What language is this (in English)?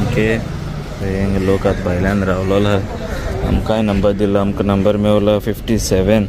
Konkani